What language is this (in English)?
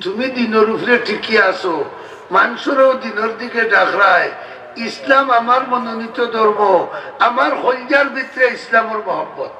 Sylheti